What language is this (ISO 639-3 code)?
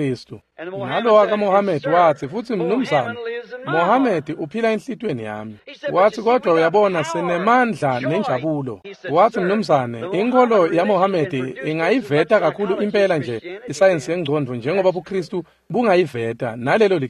ssw